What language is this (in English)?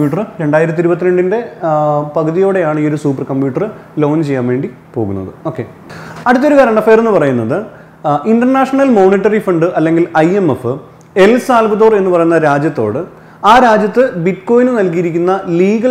Malayalam